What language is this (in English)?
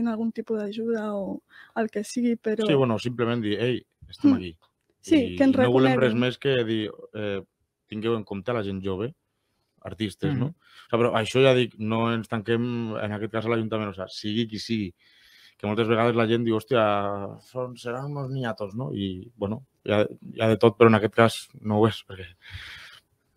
Catalan